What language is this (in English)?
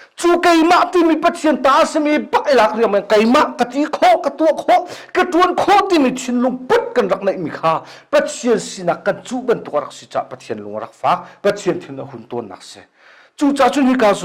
Hakha Chin